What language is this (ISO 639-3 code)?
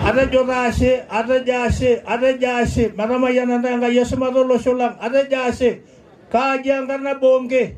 mas